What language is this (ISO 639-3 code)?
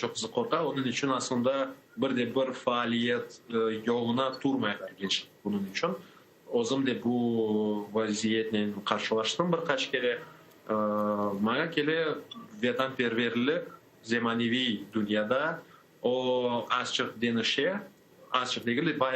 crh